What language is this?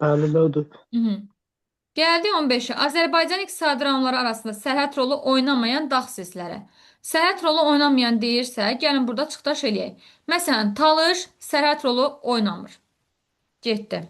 Azerbaijani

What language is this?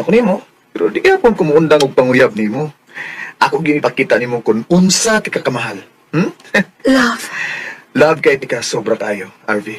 Cebuano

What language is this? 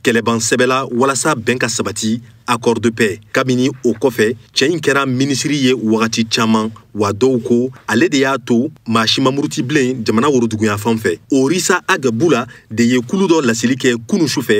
Bambara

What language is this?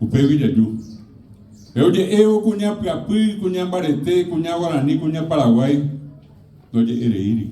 Guarani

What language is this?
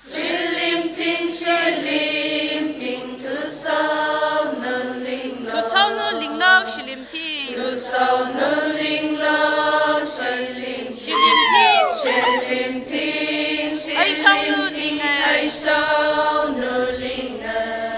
Tangkhul Naga (India)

